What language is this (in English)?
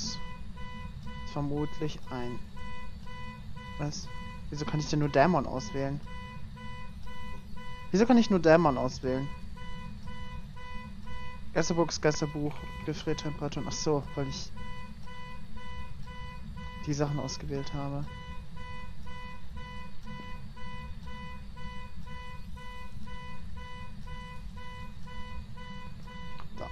German